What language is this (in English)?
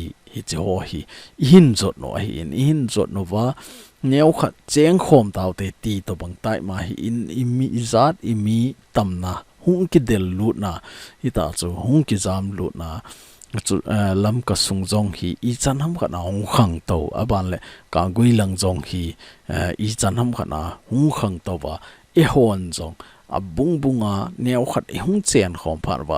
Thado Chin